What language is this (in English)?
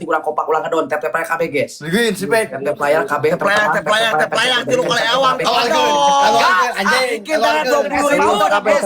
Sundanese